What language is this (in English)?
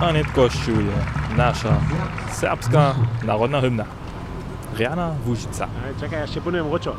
Upper Sorbian